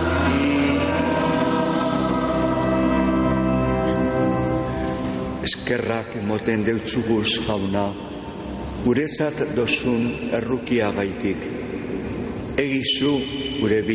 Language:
Basque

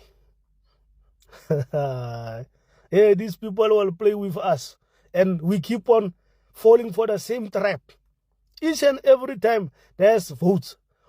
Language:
English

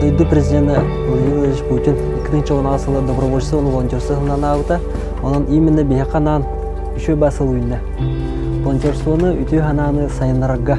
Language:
Yakut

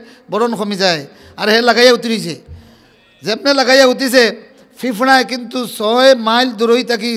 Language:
Sylheti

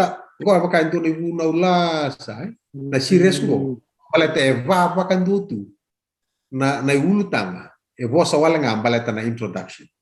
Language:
Fijian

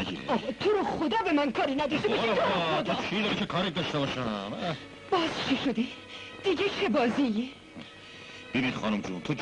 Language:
Persian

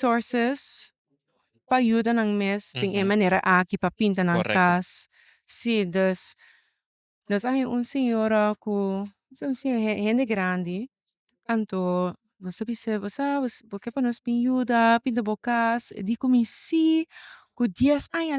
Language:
Papiamento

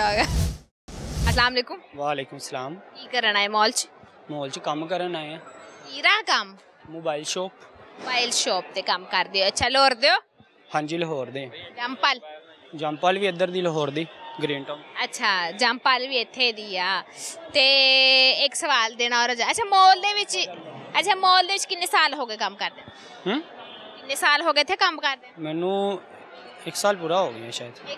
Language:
Punjabi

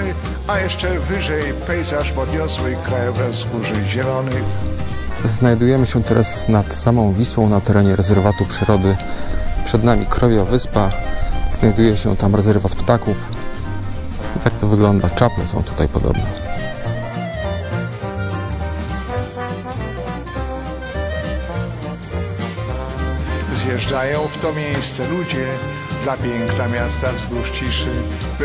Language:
Polish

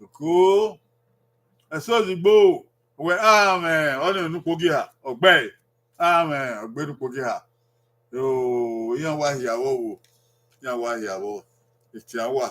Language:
Bini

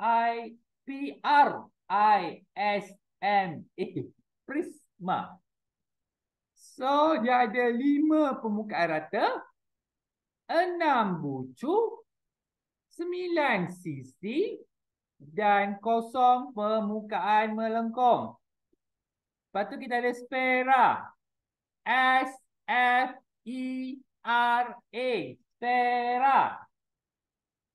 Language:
Malay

